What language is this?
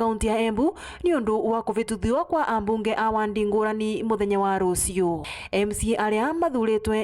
Meru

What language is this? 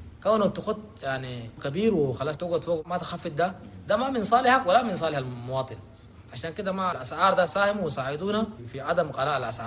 Chadian Arabic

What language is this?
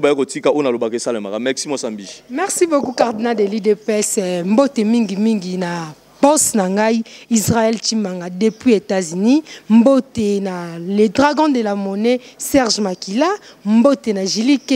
Lingala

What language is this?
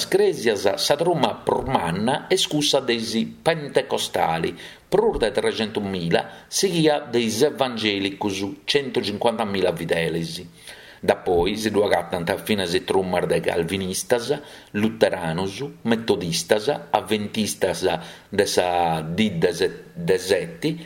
Sardinian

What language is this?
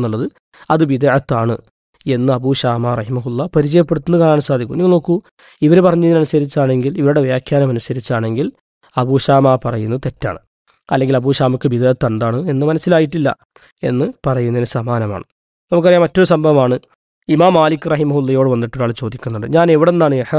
Malayalam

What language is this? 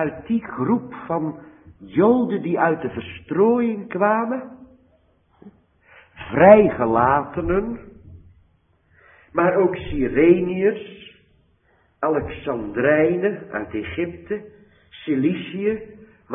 Dutch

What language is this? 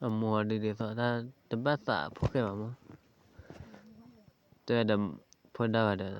S'gaw Karen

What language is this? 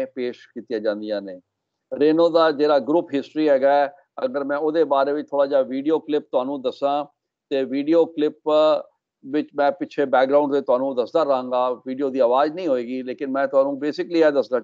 Punjabi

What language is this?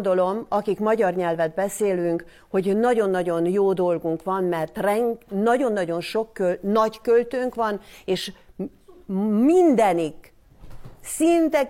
Hungarian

